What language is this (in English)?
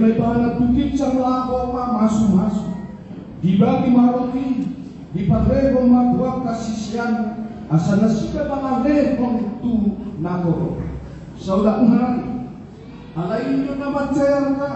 Batak Toba